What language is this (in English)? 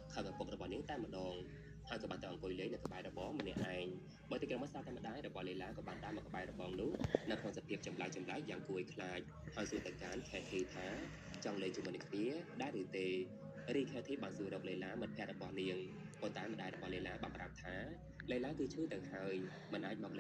Khmer